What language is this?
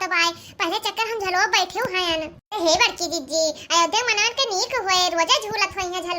Awadhi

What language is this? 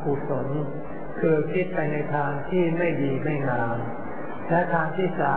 Thai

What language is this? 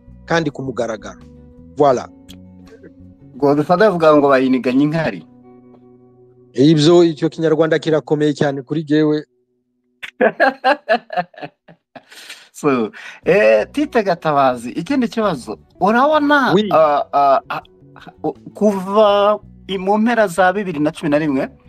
Kinyarwanda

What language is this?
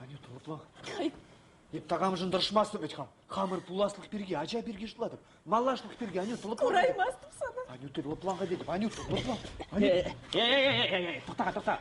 Chuvash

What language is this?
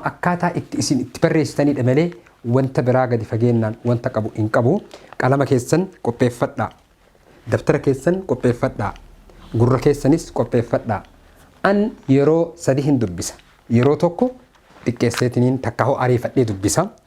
Oromo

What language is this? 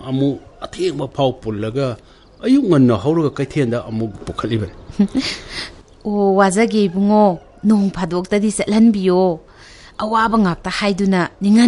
Manipuri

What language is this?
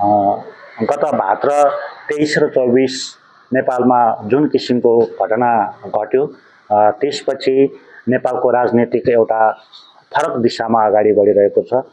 Nepali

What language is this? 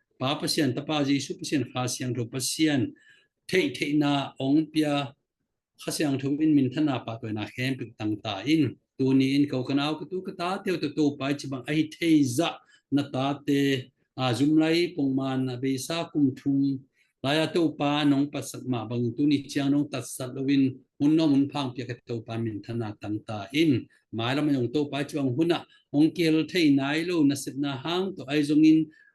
Tedim Chin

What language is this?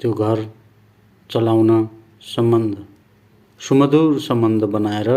Nepali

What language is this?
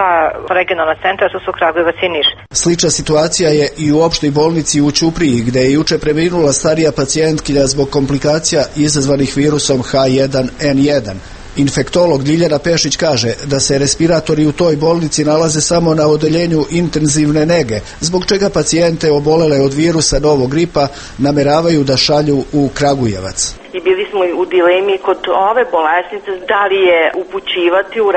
Serbian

